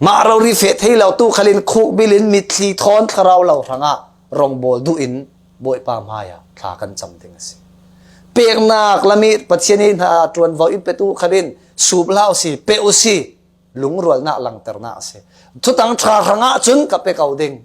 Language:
Falam Chin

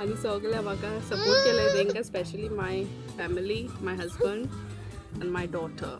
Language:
Konkani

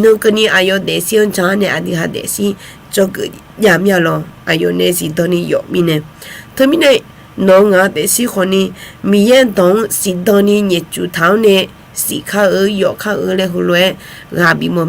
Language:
Akha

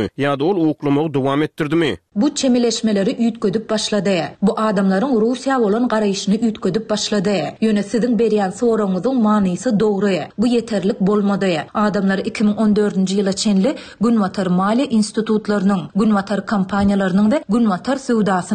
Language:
Turkmen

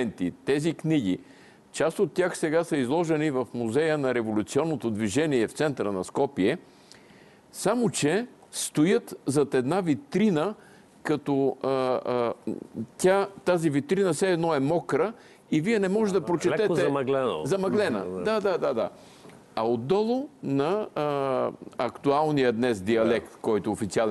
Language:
Bulgarian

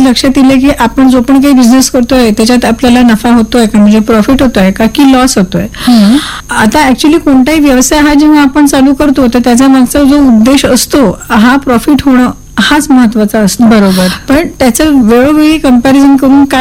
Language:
Marathi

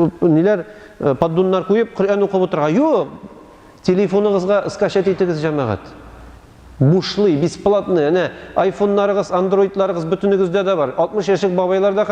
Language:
Tatar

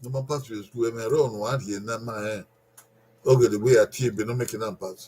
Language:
Bini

